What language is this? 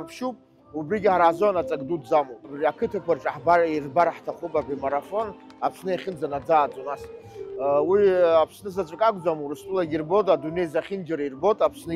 Abkhazian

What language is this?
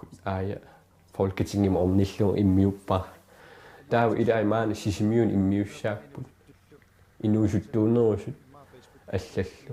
Kalaallisut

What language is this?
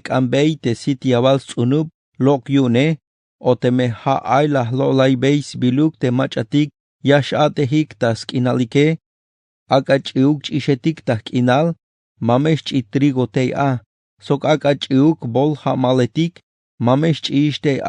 Tzeltal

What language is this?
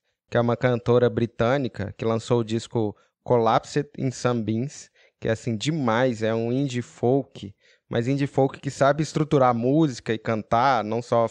Portuguese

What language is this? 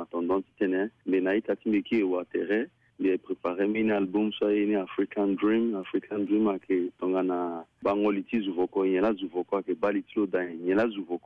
Sango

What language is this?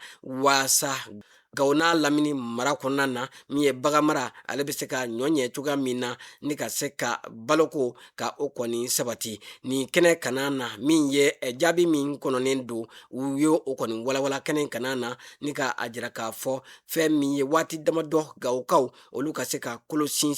Bambara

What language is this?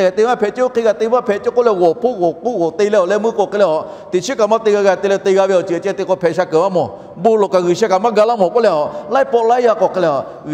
Lahu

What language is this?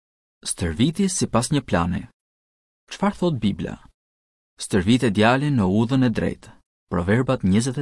Albanian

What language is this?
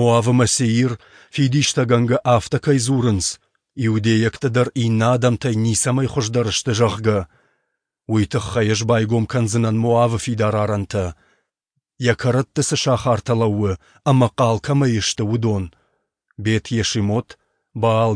Ossetic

